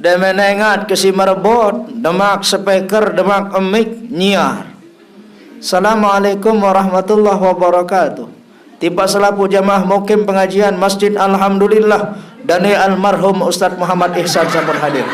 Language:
Sasak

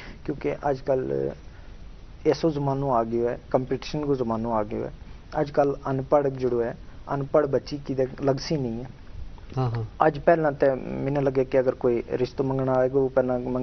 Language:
Gujari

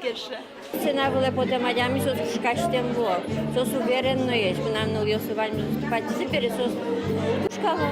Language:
Udmurt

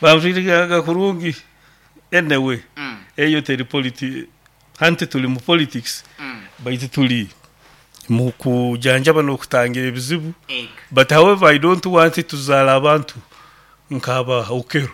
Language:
Nyoro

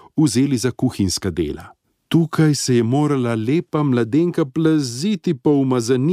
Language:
Slovenian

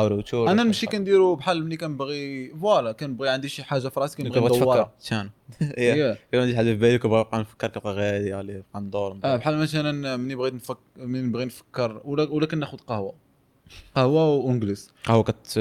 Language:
Moroccan Arabic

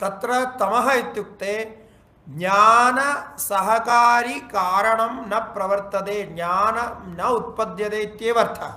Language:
Sanskrit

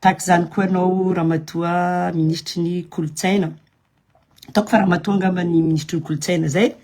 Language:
Malagasy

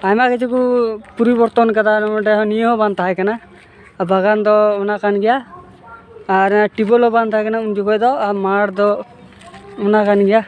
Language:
Santali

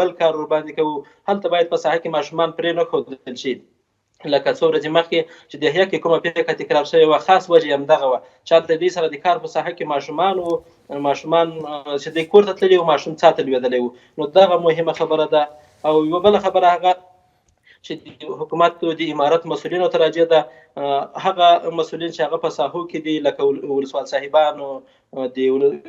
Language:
Pashto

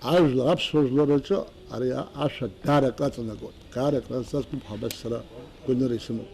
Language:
Abkhazian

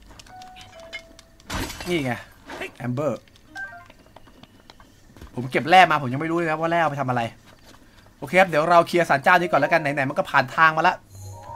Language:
Thai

